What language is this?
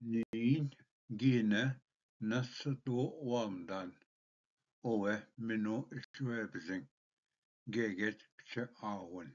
Ojibwa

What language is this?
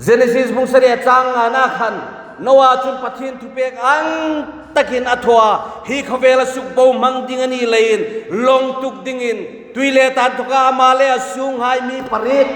Hmar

